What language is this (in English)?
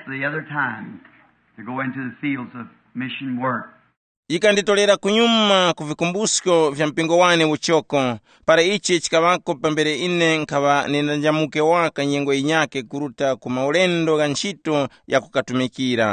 Tumbuka